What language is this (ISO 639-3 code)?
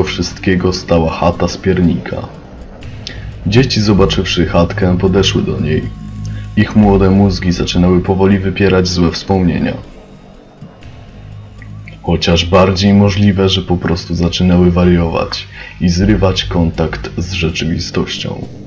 pol